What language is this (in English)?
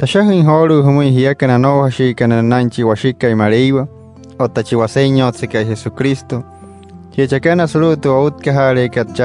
Wayuu